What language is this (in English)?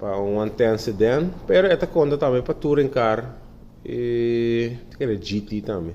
Papiamento